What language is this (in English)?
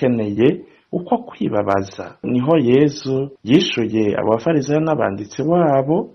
Rundi